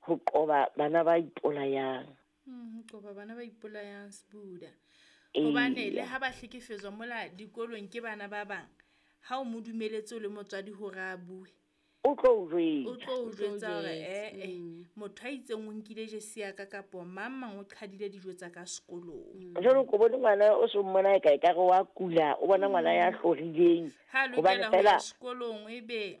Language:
Southern Sotho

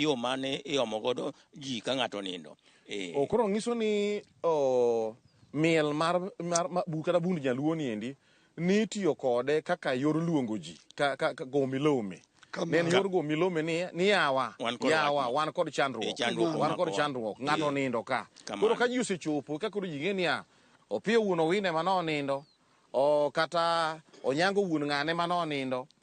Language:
Luo (Kenya and Tanzania)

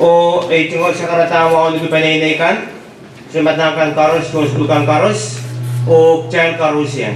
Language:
Pohnpeian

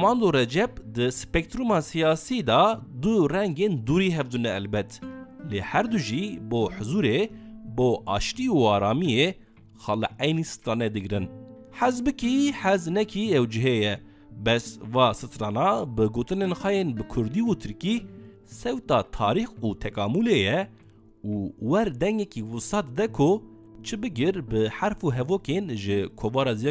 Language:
Kurdish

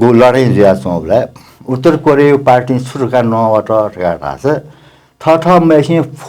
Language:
Newari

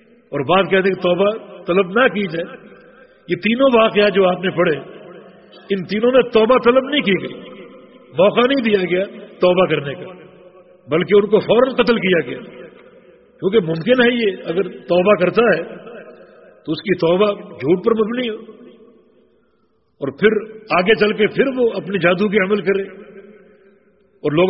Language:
Urdu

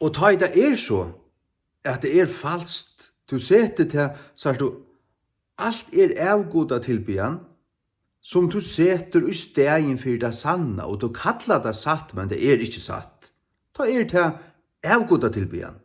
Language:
Faroese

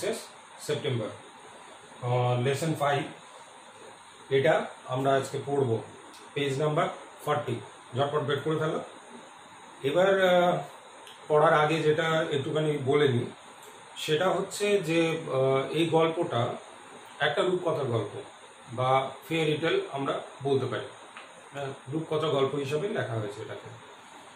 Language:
Bangla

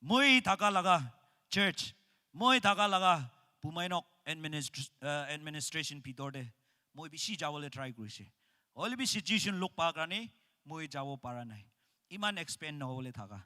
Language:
Naga Pidgin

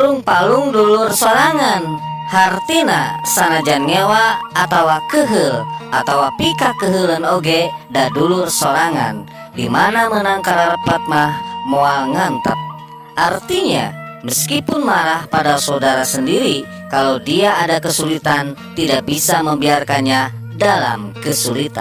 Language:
Sundanese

